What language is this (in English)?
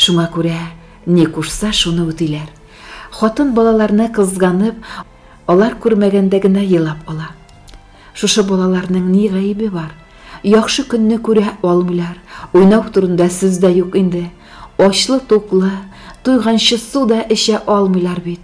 Tatar